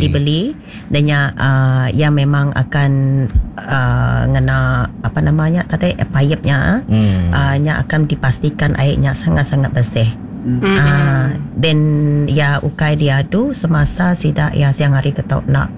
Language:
Iban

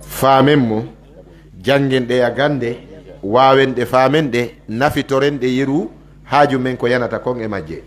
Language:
Pular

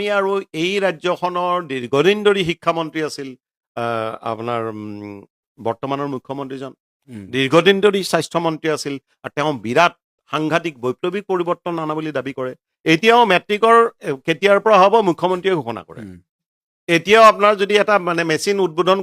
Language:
Assamese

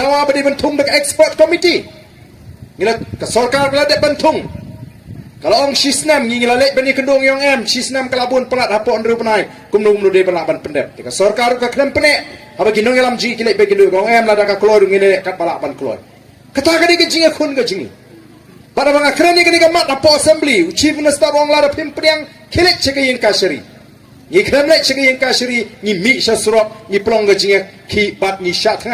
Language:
Khasi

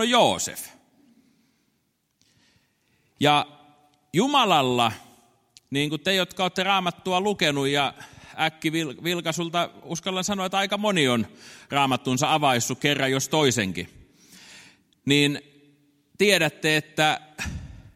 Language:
Finnish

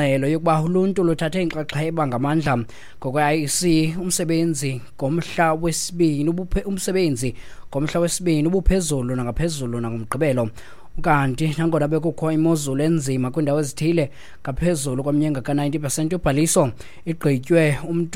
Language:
Xhosa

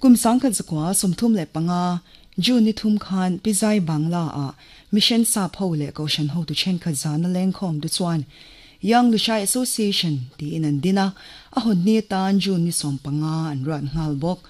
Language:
Mizo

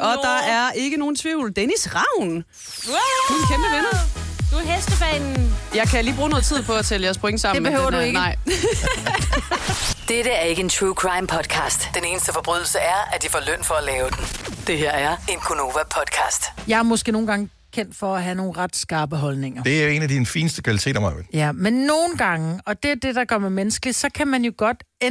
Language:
Danish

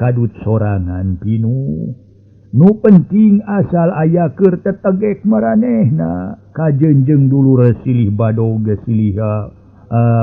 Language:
Sundanese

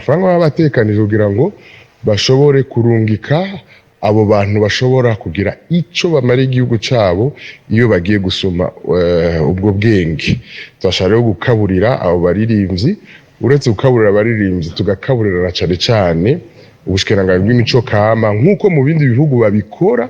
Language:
Rundi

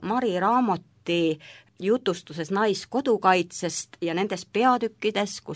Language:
Estonian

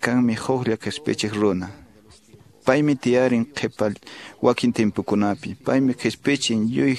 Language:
Quechua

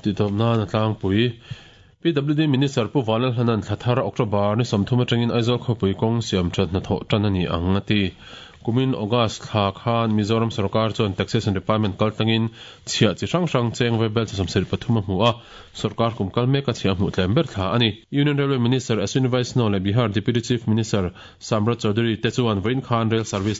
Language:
Mizo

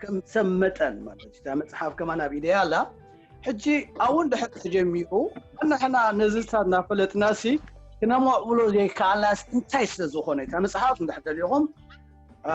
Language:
Tigrinya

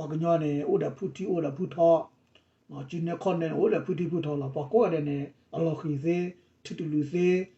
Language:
S'gaw Karen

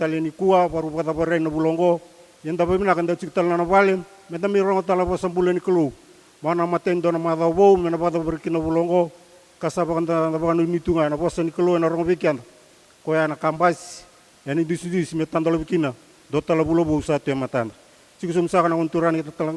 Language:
Fijian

